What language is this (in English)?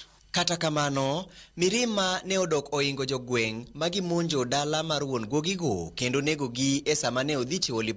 Luo (Kenya and Tanzania)